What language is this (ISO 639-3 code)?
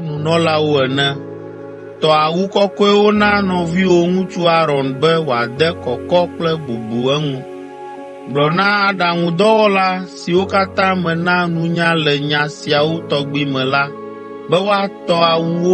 ewe